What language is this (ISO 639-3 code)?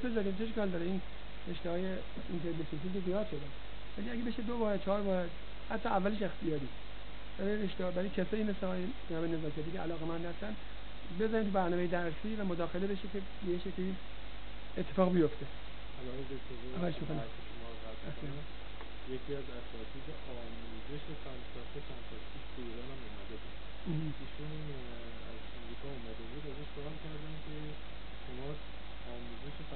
fas